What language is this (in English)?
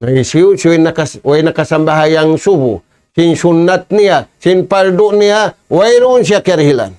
Tausug